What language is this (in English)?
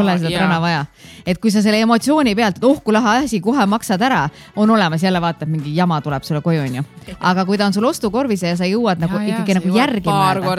Estonian